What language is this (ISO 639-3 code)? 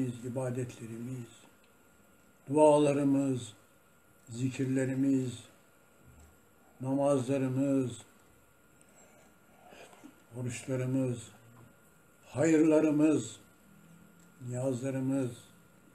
tur